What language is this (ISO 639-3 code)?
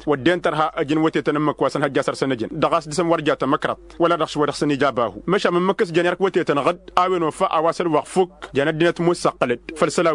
taq